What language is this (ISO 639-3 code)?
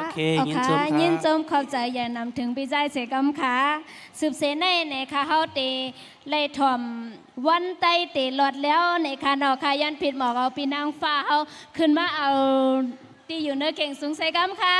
shn